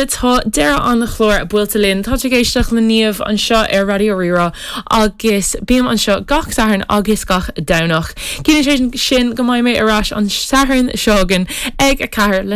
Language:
Irish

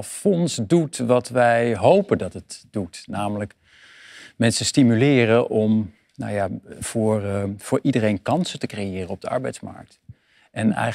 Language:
Dutch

